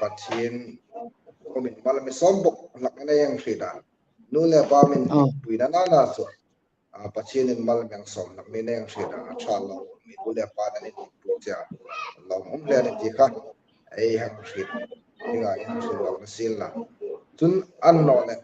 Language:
Hmar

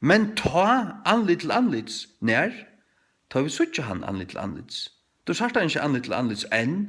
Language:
Faroese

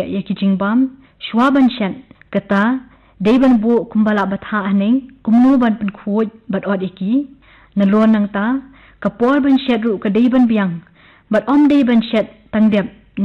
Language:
Khasi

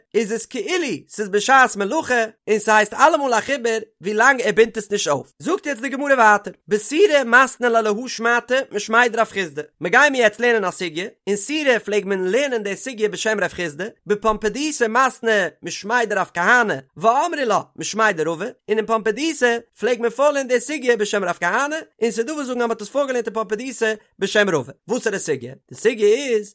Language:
Yiddish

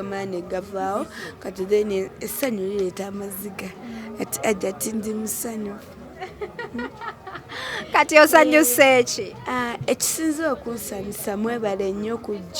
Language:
Ganda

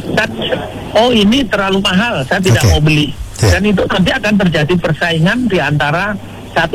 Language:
Indonesian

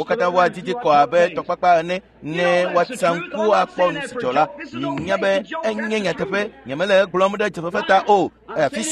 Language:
Ewe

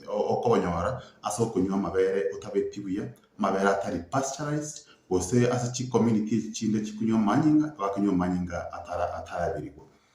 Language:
Gusii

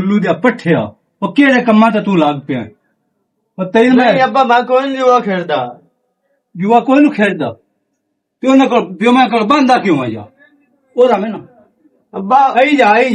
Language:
Western Panjabi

